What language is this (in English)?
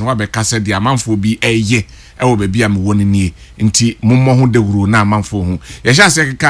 Akan